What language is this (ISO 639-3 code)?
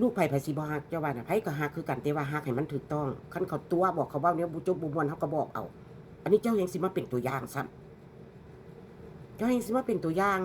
tts